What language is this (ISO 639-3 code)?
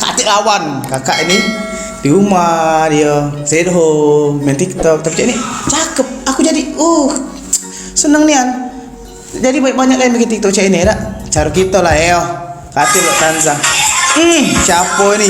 mui